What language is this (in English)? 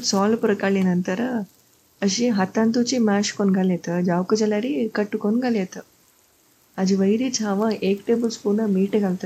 Konkani